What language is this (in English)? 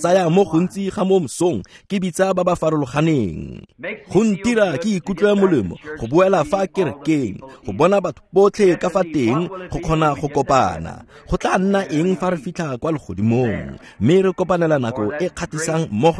Tswana